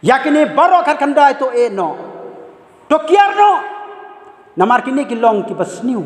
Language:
Khasi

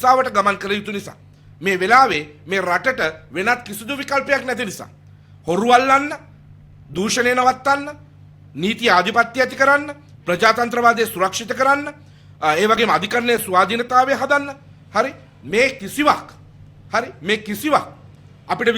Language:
Sinhala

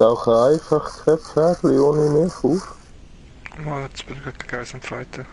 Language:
Swiss German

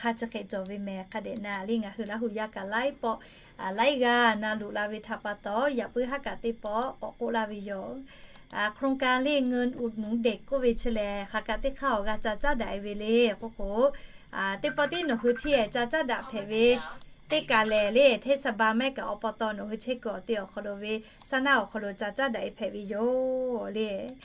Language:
Lahu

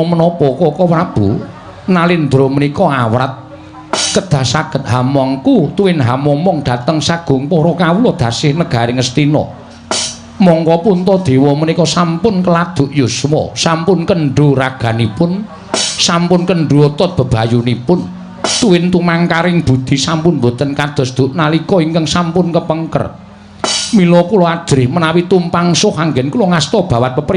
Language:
Javanese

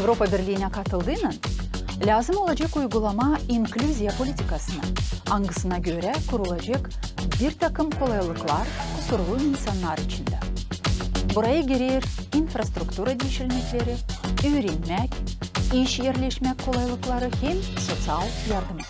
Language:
Gagauz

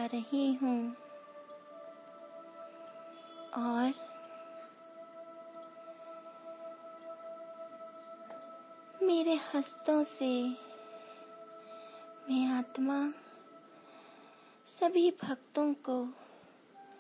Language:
Hindi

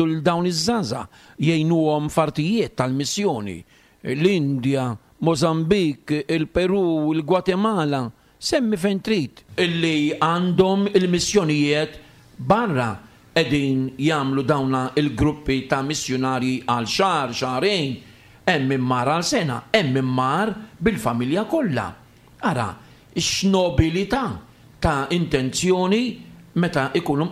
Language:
Maltese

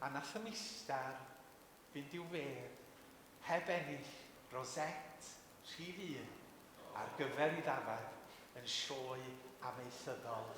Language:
Welsh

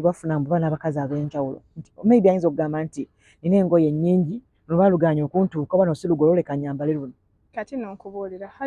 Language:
Ganda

